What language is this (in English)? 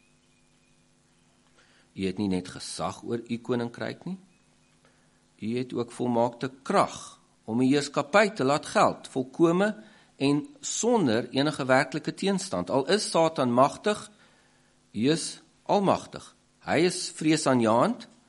Afrikaans